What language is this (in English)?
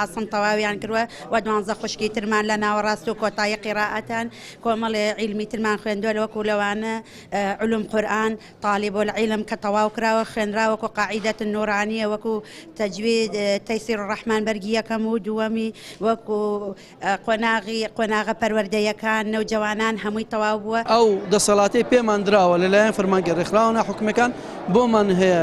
Central Kurdish